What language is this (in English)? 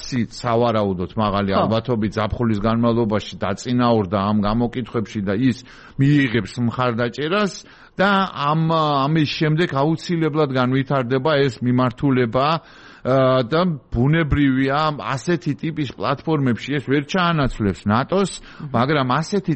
Georgian